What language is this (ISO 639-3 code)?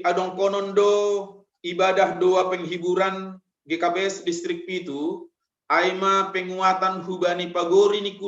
bts